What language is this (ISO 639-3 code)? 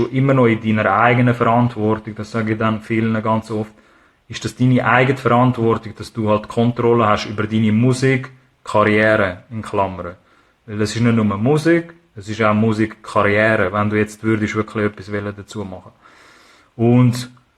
gsw